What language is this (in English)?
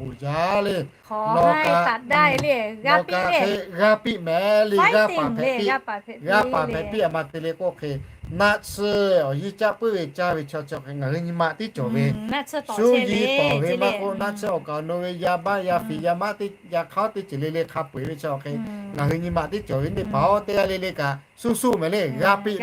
Lahu